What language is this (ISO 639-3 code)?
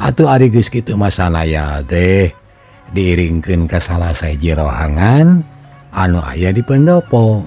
sun